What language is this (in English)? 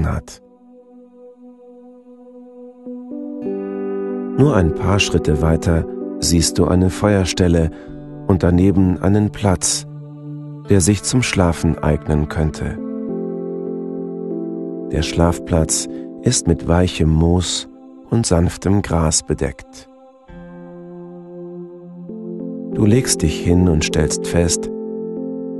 German